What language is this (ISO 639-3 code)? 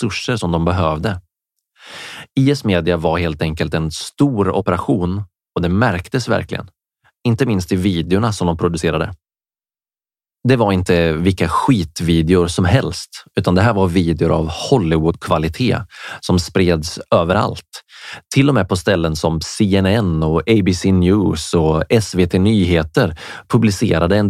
swe